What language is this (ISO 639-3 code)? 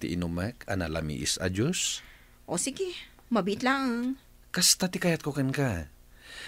ilo